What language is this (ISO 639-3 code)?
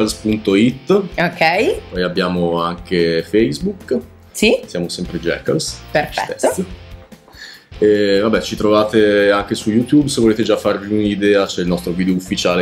ita